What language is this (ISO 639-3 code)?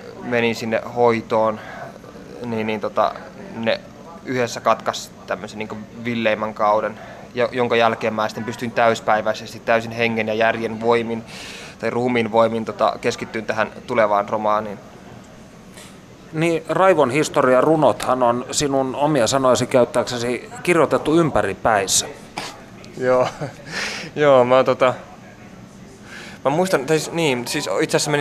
fin